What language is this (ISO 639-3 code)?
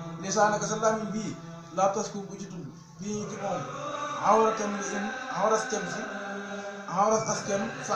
wol